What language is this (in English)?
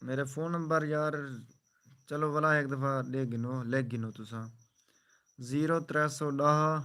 Saraiki